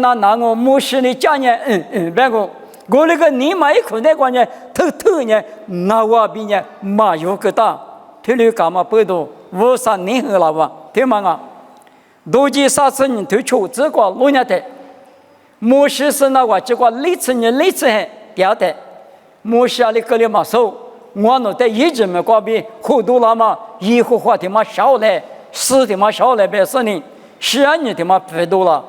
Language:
Lisu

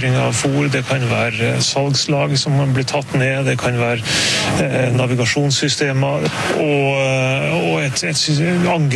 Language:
Norwegian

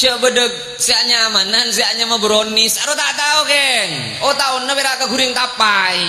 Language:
Madurese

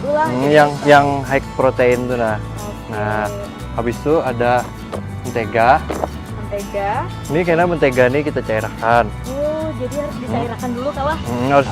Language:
Banjar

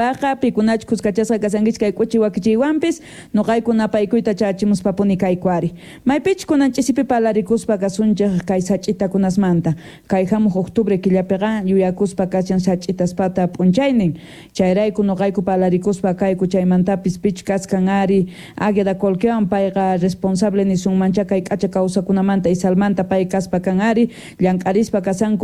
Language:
Quechua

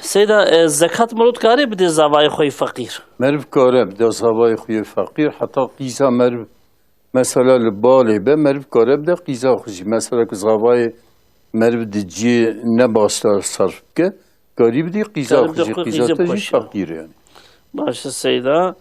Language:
Kurdish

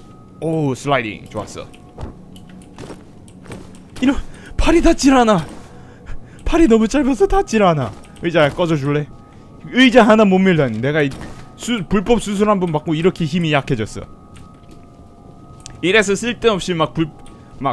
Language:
Korean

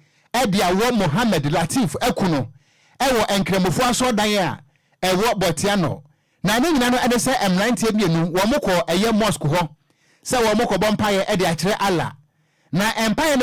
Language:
Akan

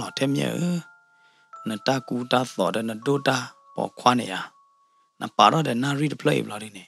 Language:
S'gaw Karen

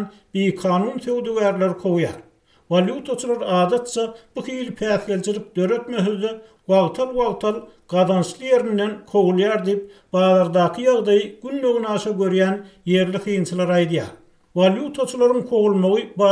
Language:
Turkmen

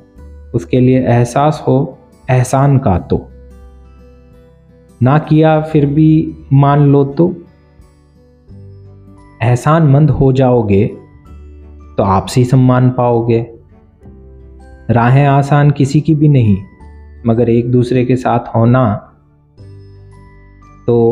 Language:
Hindi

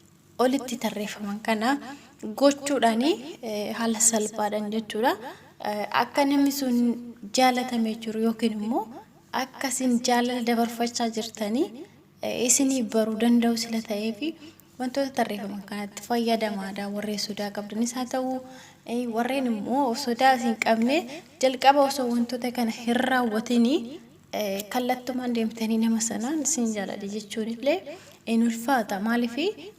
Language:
Oromo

